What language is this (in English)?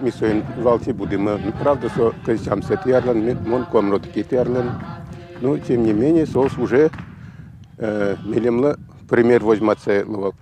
Udmurt